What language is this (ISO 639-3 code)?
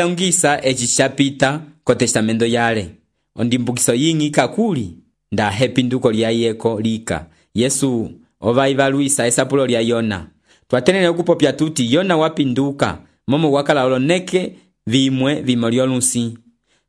umb